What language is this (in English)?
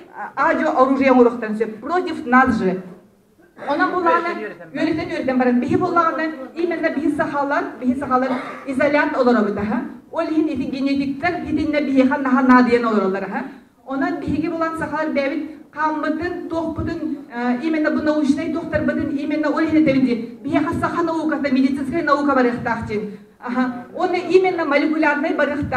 Yakut